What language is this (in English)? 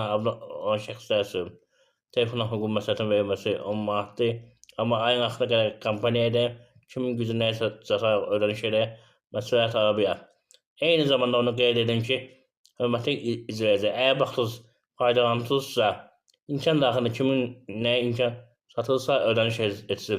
Azerbaijani